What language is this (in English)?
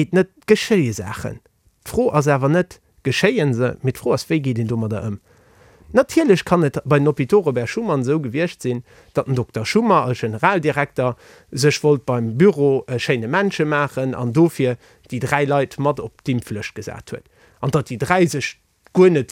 Luxembourgish